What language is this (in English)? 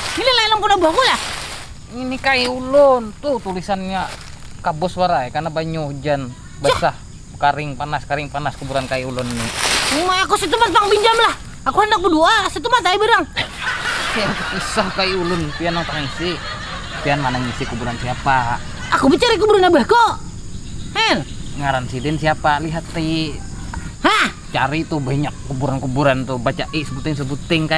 Banjar